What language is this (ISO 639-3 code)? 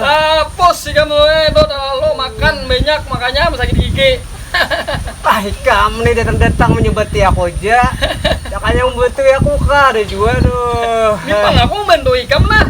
bjn